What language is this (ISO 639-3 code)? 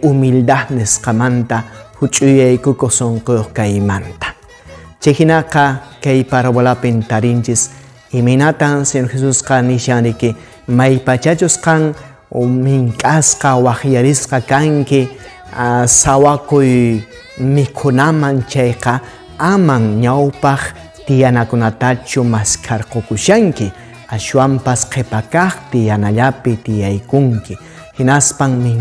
que